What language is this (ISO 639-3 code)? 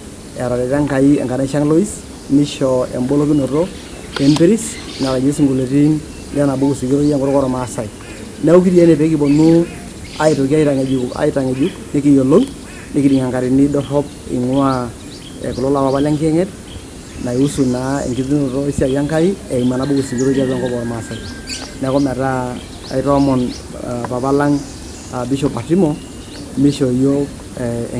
mas